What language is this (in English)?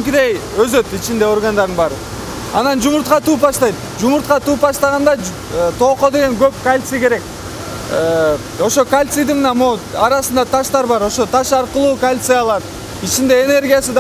Kyrgyz